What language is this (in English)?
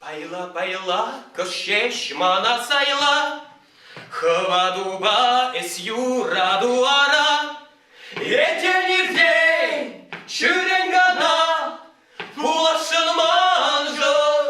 Chuvash